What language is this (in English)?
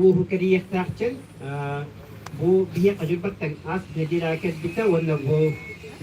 Yakut